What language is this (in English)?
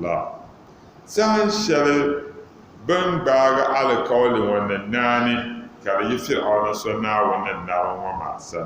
Dagbani